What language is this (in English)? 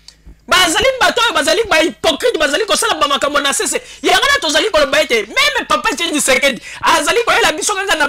Lingala